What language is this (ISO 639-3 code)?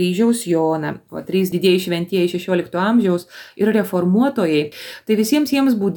lit